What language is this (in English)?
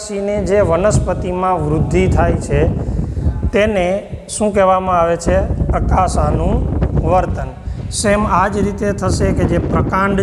Gujarati